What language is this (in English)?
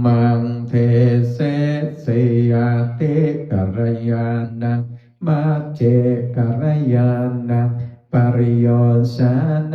Pali